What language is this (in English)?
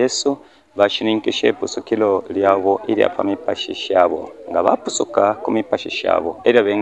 Bemba